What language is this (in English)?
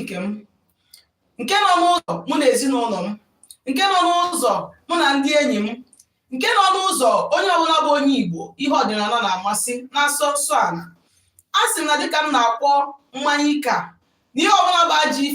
Igbo